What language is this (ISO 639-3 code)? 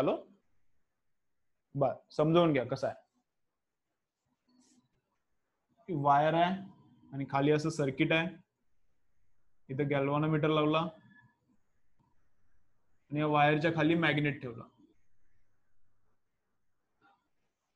mar